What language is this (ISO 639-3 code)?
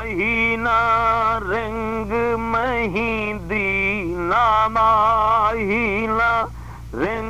skr